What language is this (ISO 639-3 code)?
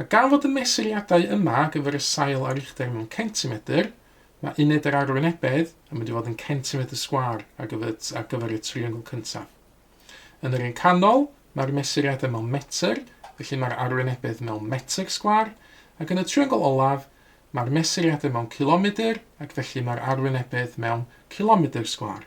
cym